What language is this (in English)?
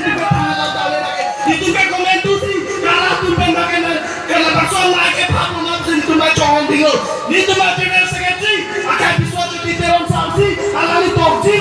Karbi